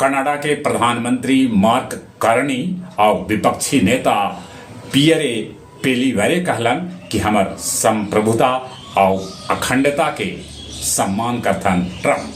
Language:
Magahi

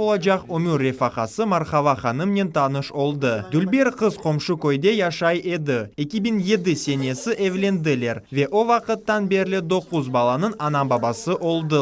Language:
Crimean Tatar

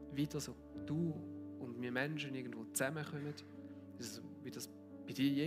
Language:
Swiss German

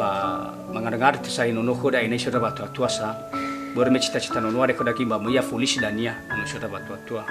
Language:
Nias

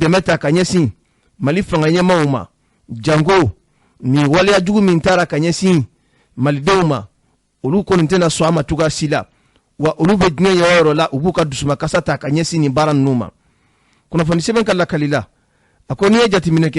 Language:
Bambara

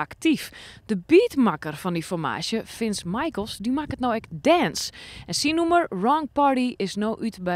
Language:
Western Frisian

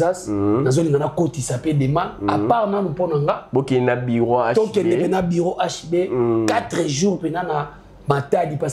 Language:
Lingala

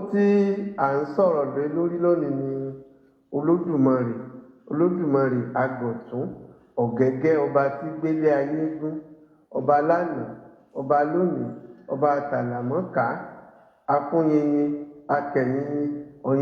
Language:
Yoruba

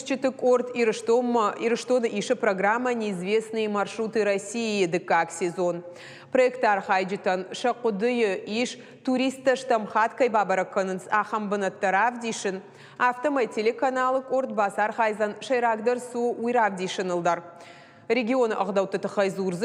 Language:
Ossetic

